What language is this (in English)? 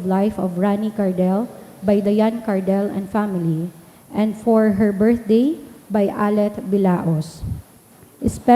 Bikol